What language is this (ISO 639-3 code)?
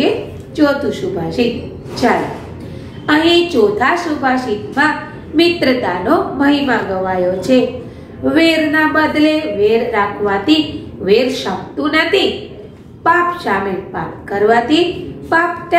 guj